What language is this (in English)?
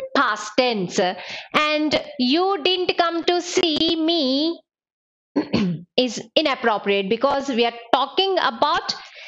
English